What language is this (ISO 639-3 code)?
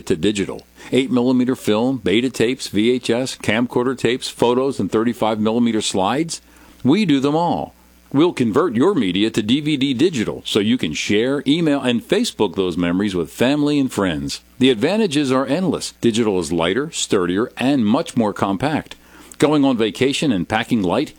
eng